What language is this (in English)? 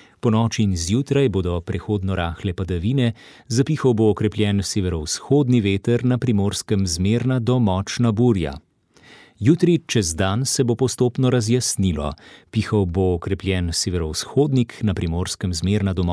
Slovenian